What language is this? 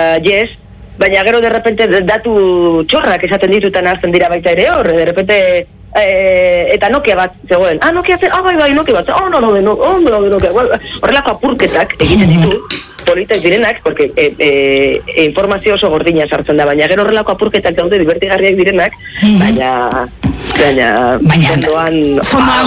Basque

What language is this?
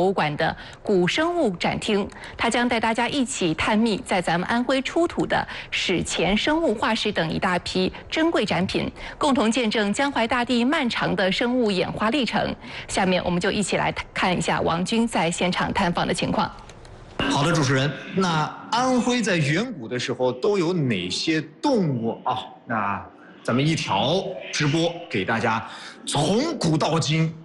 Chinese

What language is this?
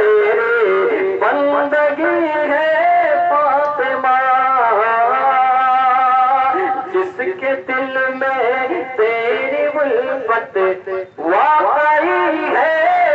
Urdu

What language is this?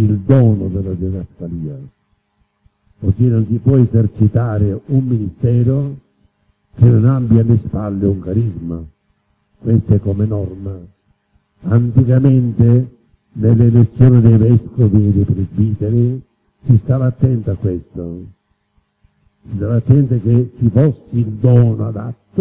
Italian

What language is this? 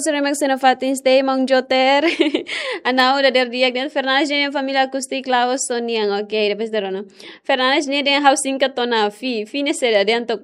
Tetum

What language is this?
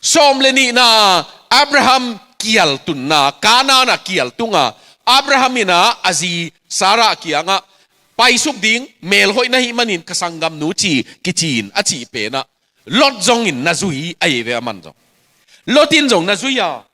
Tedim Chin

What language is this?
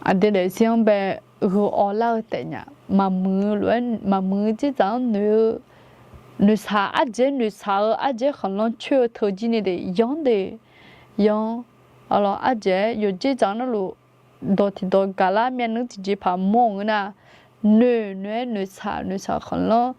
Akha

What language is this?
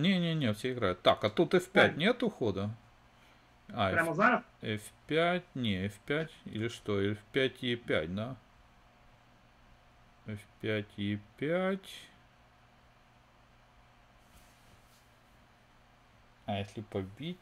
Russian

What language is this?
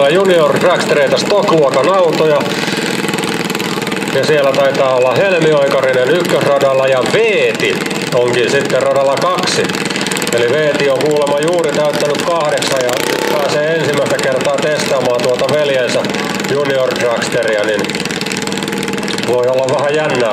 Finnish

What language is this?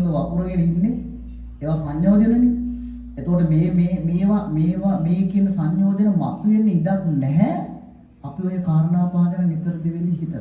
Sinhala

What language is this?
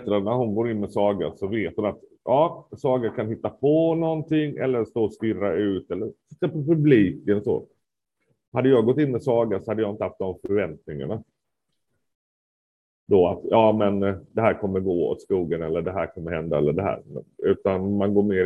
Swedish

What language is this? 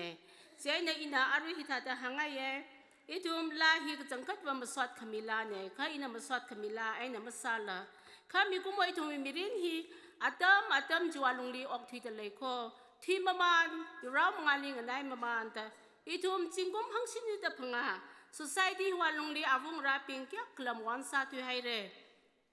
Tangkhul Naga (India)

